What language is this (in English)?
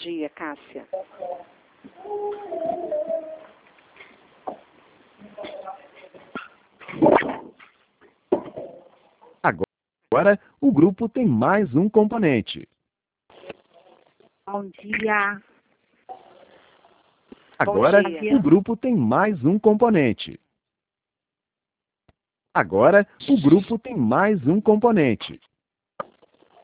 Portuguese